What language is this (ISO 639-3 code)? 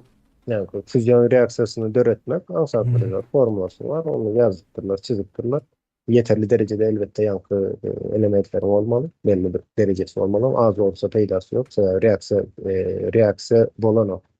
tuk